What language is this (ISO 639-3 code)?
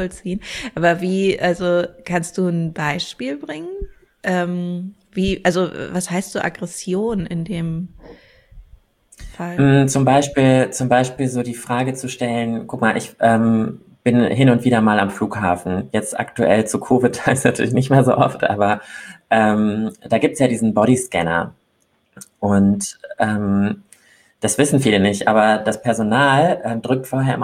deu